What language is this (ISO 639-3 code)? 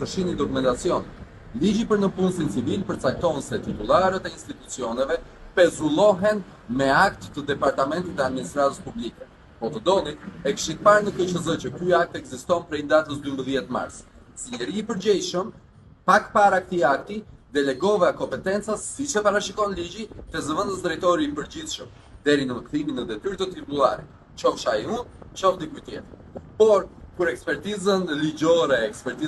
sqi